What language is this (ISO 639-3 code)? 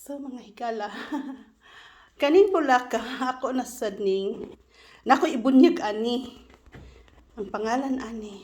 ceb